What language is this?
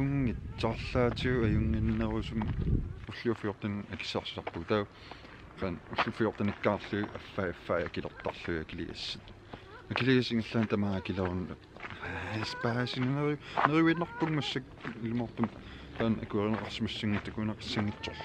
Kalaallisut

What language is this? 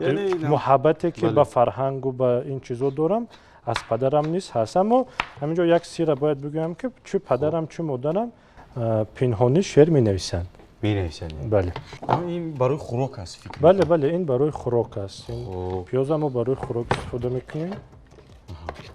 Tajik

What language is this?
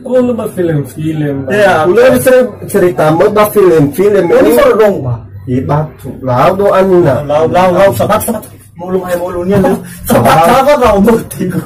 Nias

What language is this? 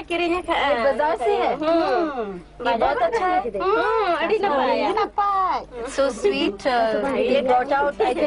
Santali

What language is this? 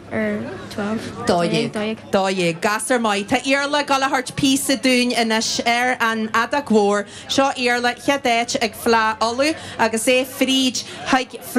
Irish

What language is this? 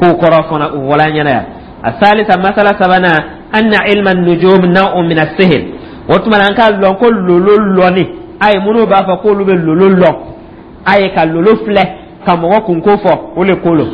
Dyula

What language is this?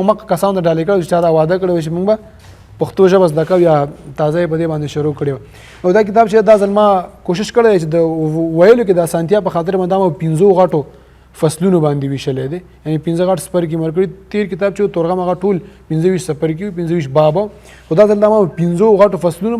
Pashto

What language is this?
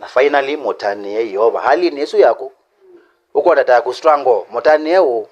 Kamba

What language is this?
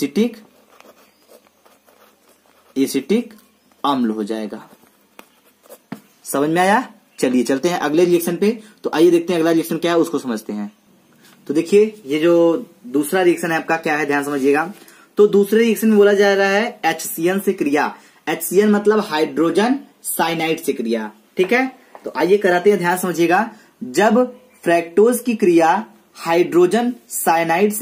Hindi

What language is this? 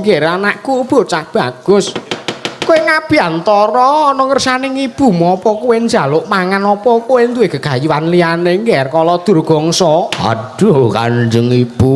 Javanese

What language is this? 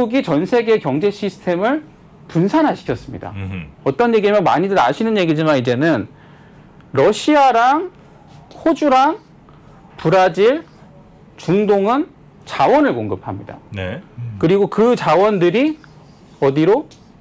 Korean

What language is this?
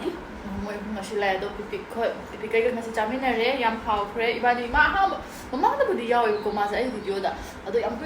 Manipuri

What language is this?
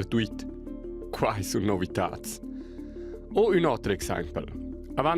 Romansh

